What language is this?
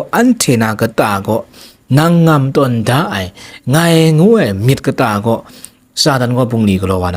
Kachin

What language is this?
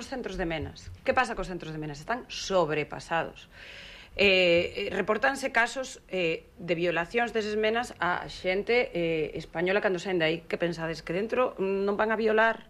Galician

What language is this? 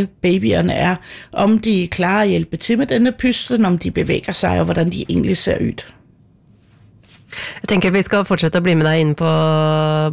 Danish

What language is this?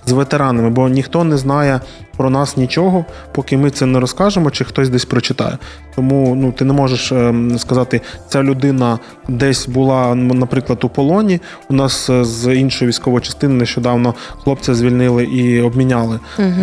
Ukrainian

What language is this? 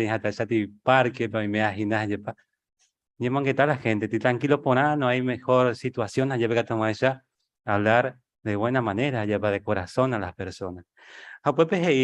Guarani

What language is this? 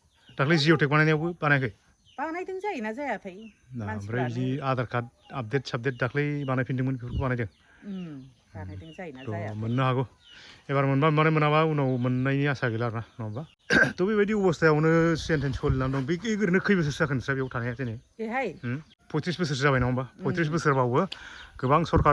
Bodo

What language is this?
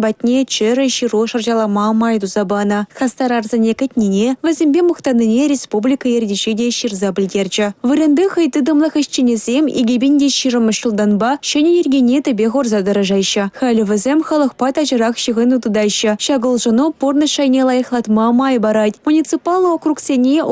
Chuvash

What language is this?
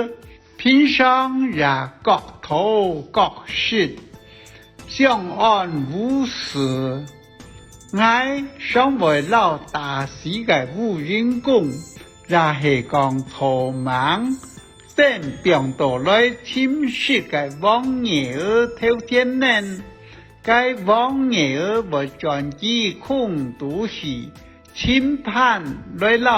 Hakka Chinese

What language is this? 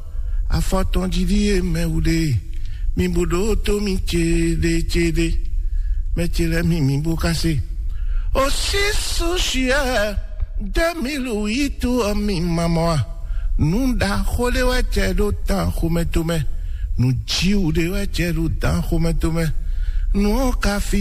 Fon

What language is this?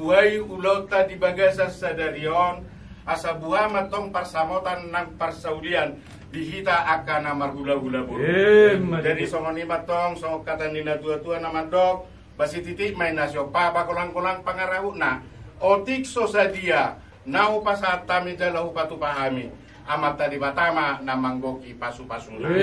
Batak Toba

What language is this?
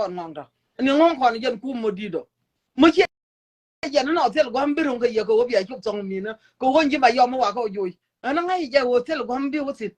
Nuer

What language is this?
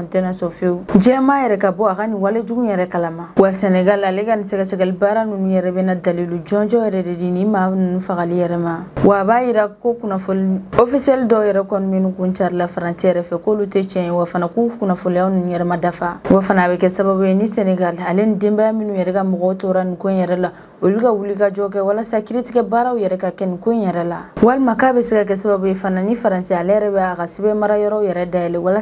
Bambara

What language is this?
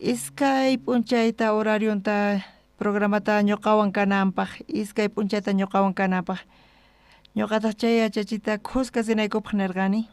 South Bolivian Quechua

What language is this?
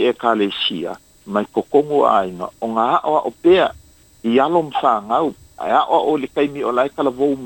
Samoan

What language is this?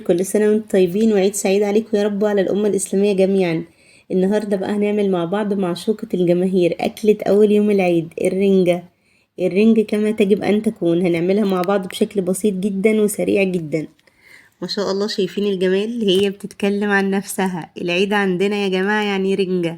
Egyptian Arabic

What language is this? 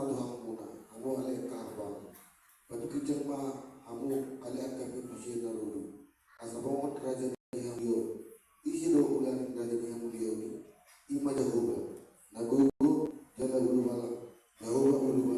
Batak Toba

